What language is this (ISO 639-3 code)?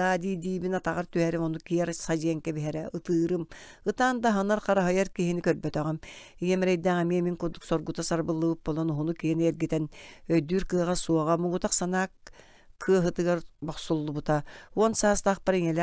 sah